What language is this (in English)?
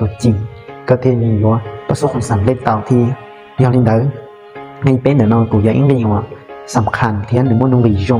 Hmong